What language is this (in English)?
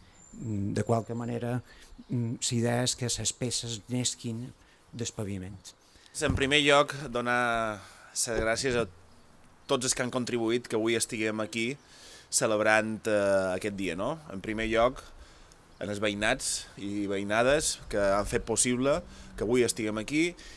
Catalan